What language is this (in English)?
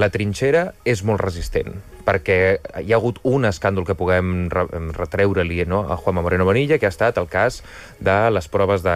Catalan